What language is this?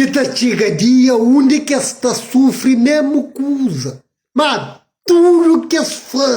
Kabuverdianu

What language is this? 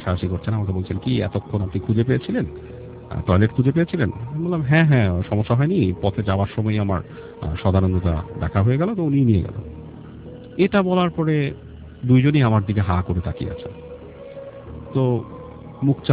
Bangla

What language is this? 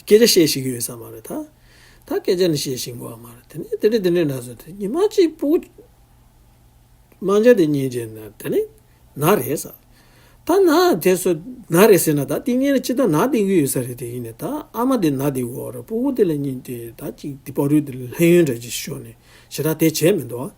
Tibetan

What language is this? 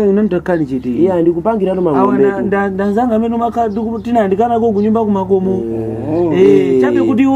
Nyanja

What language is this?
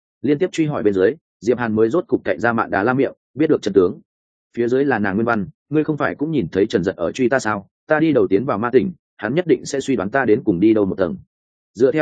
Vietnamese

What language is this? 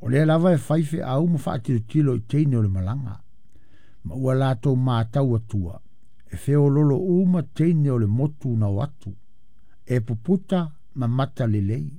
Samoan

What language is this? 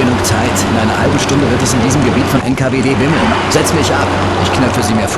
Bavarian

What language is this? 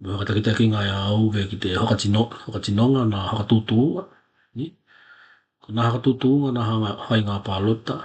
Tokelau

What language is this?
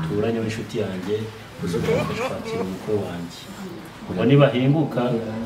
Kinyarwanda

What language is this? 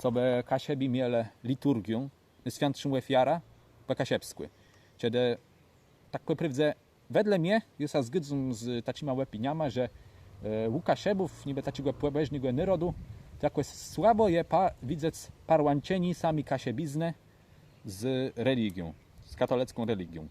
Kashubian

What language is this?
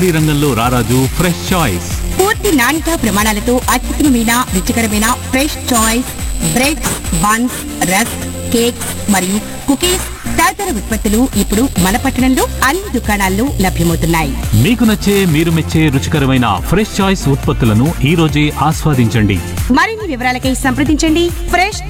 Telugu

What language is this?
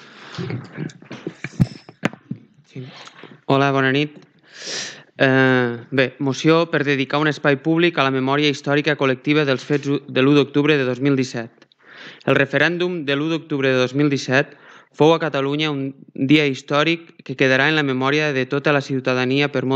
Catalan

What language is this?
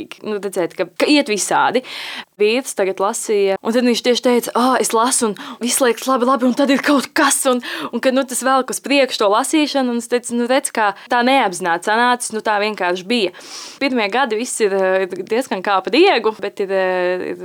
Latvian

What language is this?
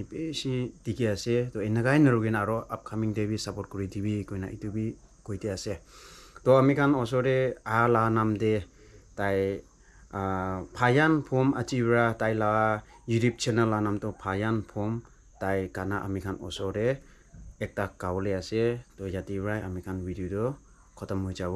Naga Pidgin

